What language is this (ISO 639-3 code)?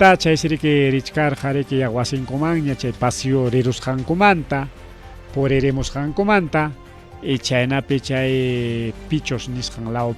quy